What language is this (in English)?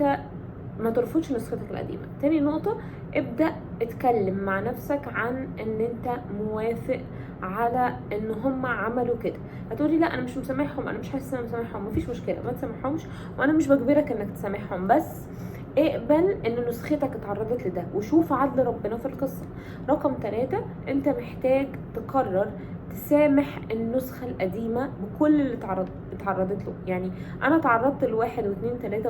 Egyptian Arabic